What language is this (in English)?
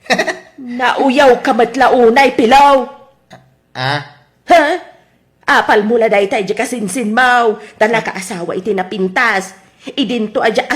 Iloko